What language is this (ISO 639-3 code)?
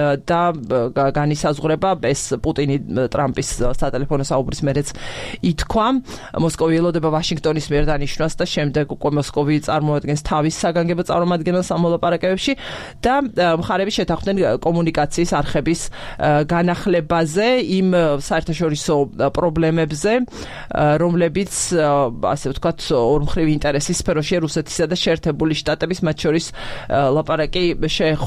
kat